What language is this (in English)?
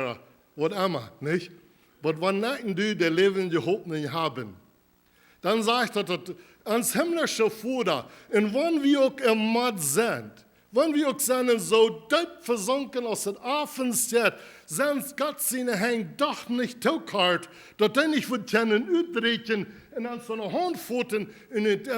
Plautdietsch